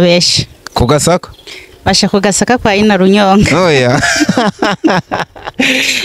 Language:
Rundi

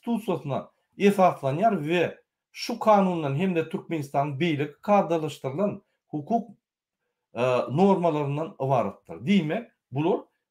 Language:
Turkmen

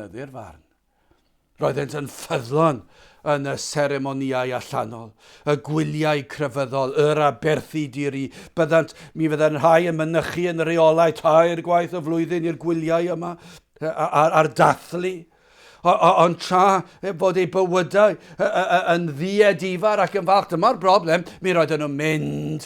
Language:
Welsh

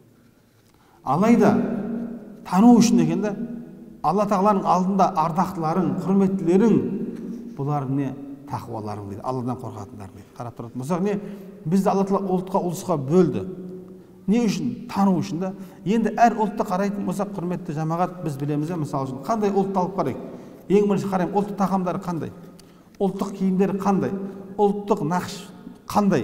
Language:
Kazakh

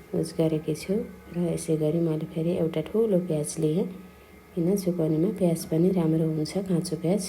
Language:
Nepali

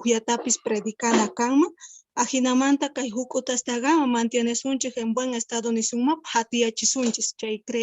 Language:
South Bolivian Quechua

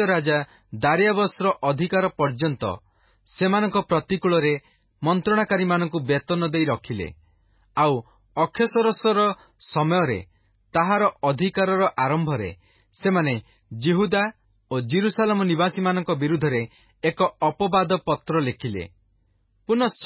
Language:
Odia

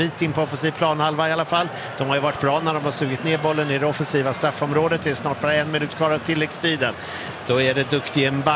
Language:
Swedish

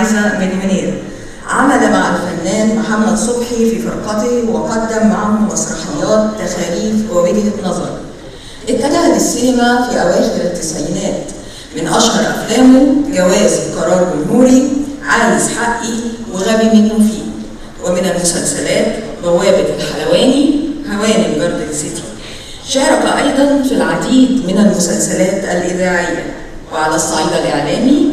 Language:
Egyptian Arabic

